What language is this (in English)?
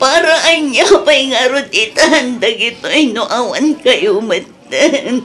Iloko